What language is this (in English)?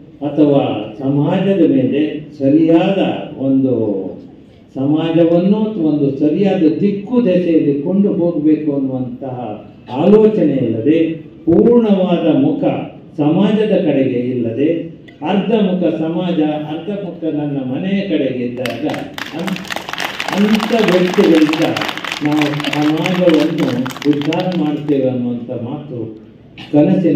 Kannada